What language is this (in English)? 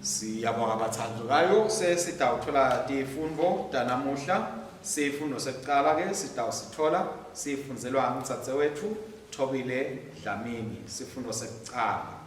Swati